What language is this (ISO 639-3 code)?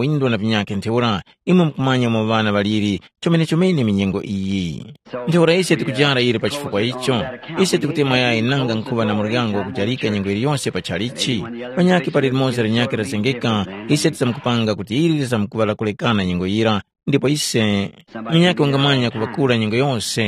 tum